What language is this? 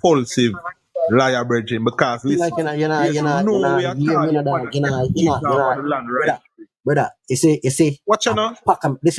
Jamaican Creole English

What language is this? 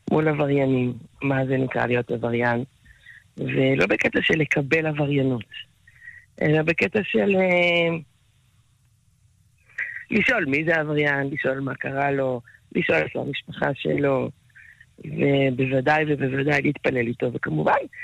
Hebrew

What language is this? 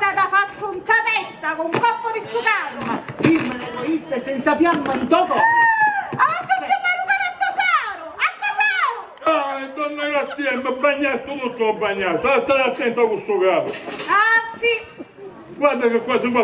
Sicilian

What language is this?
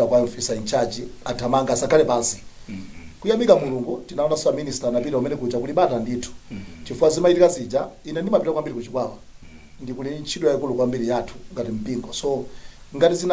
Nyanja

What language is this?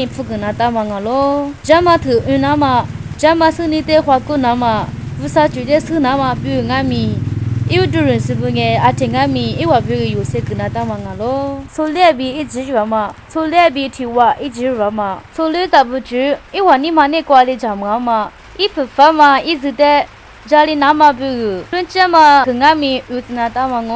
Lisu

